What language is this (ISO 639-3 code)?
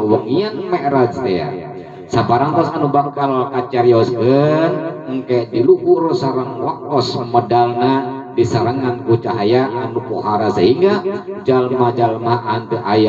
sun